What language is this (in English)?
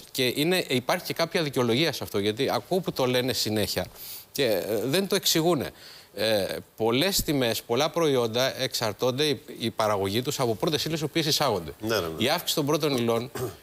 Greek